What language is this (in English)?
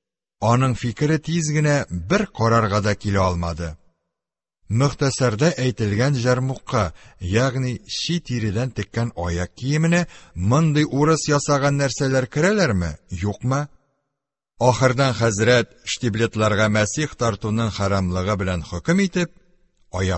Tatar